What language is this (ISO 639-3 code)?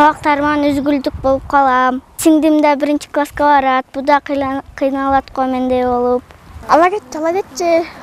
kir